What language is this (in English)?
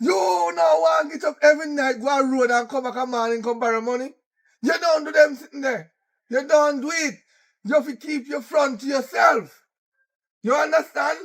Jamaican Creole English